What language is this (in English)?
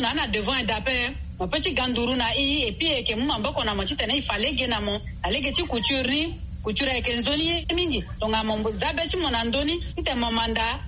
Sango